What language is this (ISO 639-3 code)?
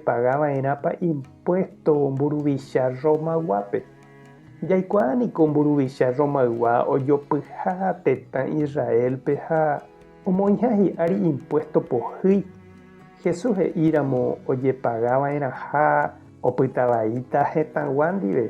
grn